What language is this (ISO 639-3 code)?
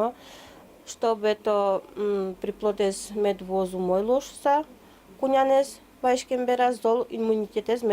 udm